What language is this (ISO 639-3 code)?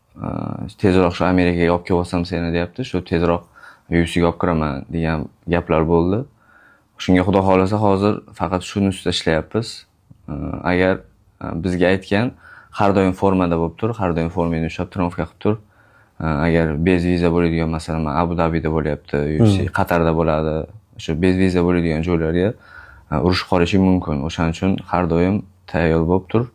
uzb